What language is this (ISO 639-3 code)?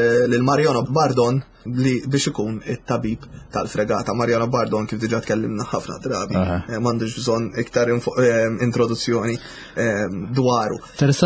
mlt